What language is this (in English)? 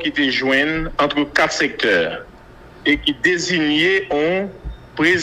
Haitian Creole